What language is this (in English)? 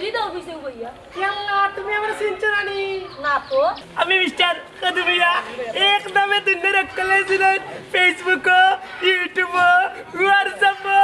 Sylheti